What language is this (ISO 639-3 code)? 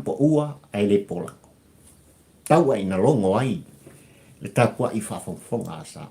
smo